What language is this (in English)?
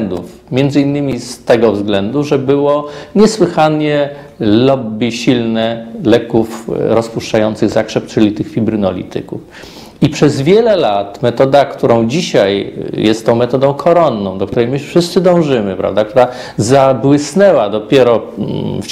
Polish